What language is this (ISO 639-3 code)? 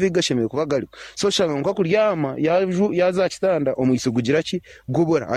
nyn